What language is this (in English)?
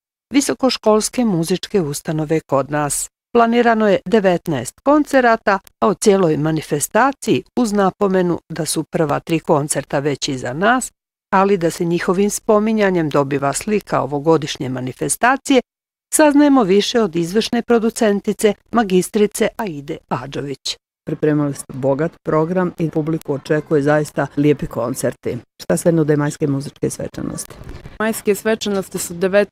Bosnian